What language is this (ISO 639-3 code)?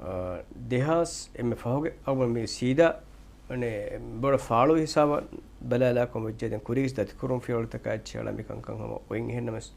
div